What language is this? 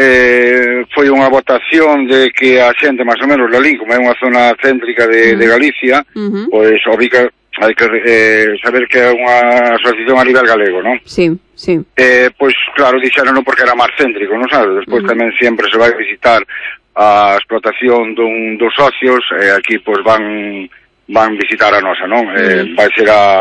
Galician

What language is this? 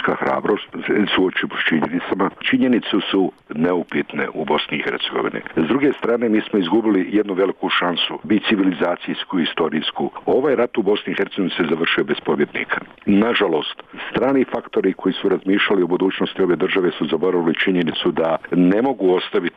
Bosnian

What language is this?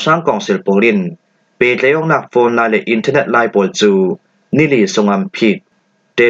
Hakha Chin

